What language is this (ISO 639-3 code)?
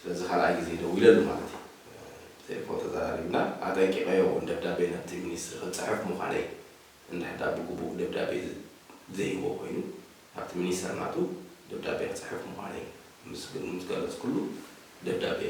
tir